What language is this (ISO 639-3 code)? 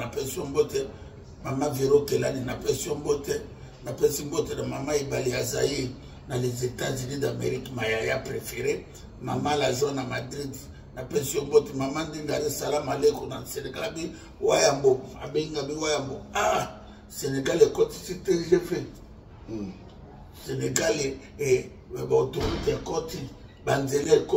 lin